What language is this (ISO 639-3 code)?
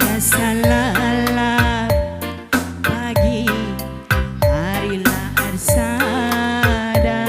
btx